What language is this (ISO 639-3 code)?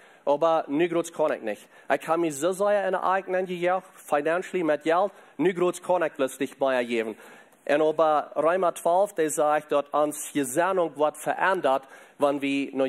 pdt